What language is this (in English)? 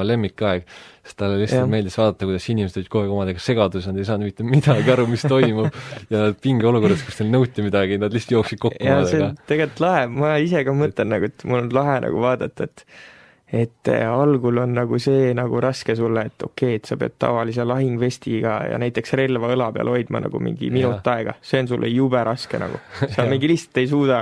Estonian